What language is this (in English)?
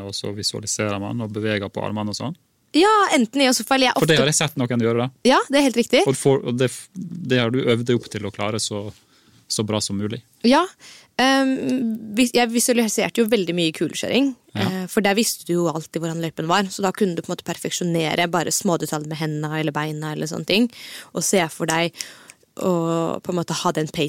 Norwegian